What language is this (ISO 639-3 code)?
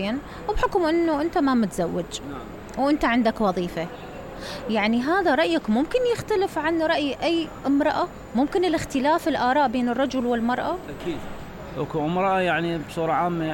acm